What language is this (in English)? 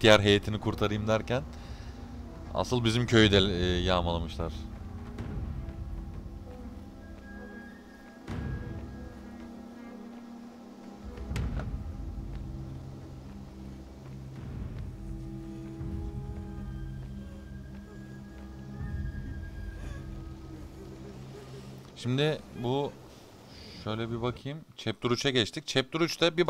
Turkish